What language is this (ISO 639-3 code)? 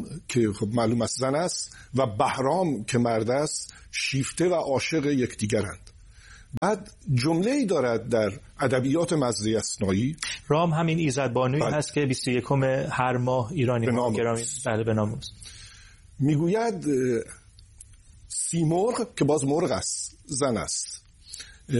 fas